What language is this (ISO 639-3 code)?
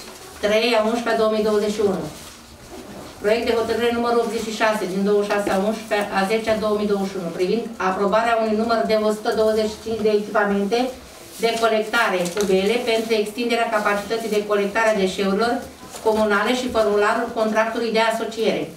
ron